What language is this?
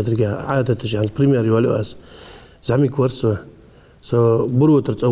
Ingush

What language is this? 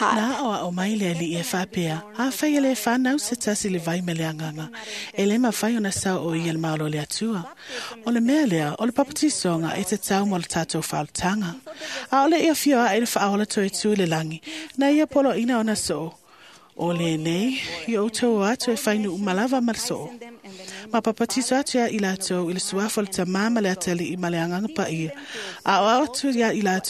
Samoan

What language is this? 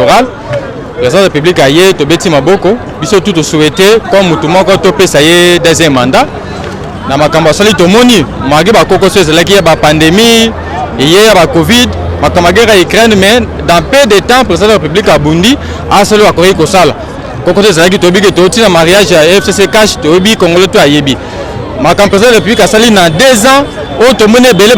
Lingala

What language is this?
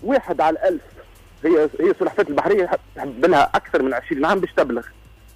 Tunisian Arabic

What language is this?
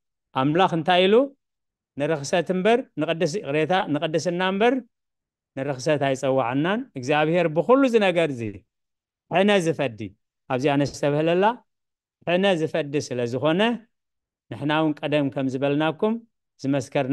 Tigrinya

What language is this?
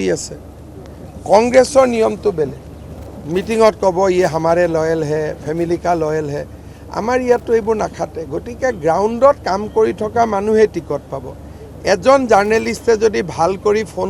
Assamese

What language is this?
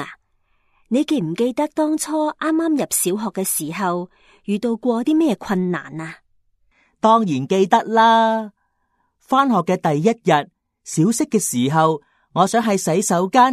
Cantonese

